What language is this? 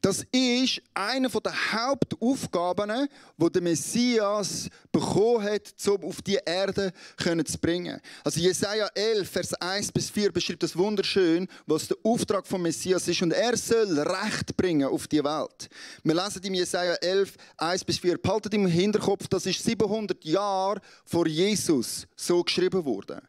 Swiss German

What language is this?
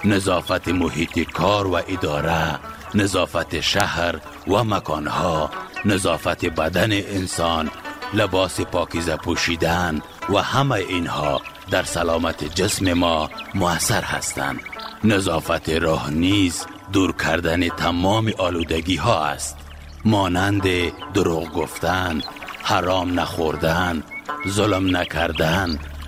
Persian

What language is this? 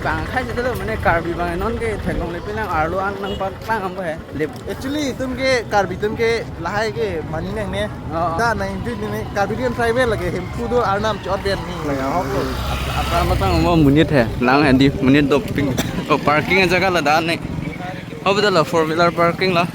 Karbi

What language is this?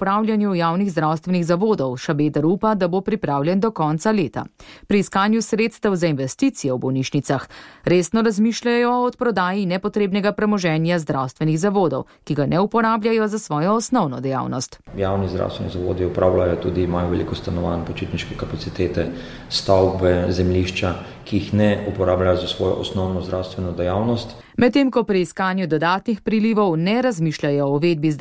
Slovenian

